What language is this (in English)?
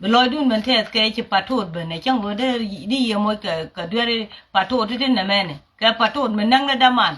Nuer